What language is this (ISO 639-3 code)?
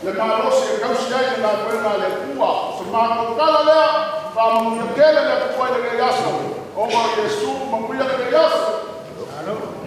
smo